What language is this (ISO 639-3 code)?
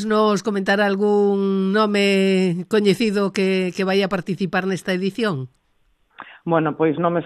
glg